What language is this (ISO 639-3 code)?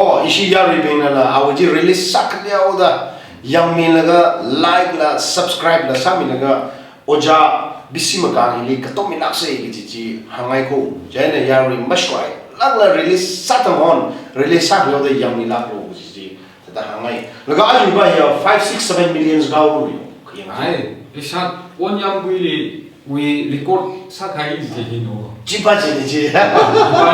nmf